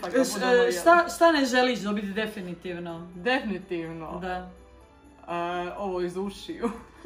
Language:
Croatian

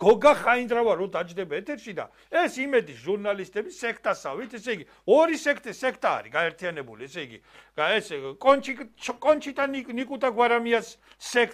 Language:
Georgian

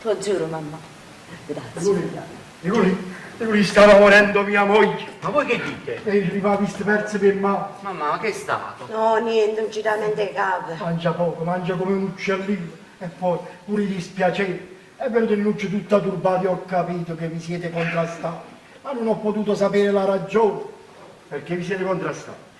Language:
Neapolitan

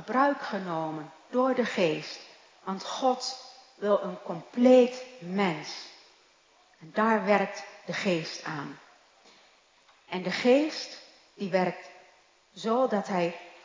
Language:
Dutch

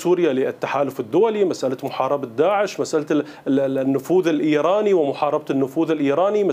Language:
Arabic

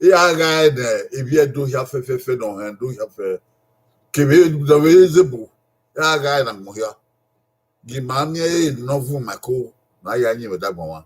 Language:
Bini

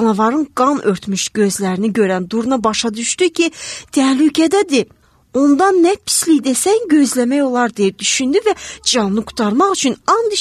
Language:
Azerbaijani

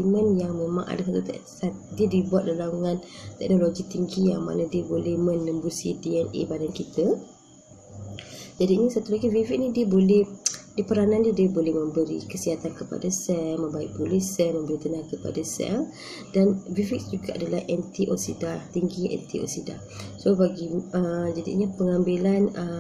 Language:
Malay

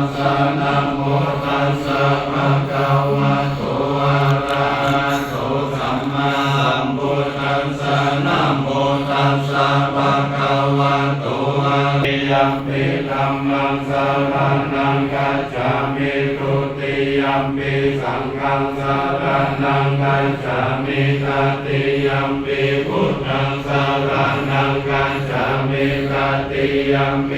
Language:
Pali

